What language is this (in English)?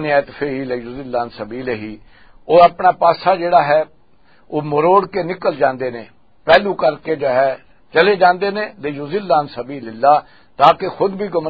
Western Panjabi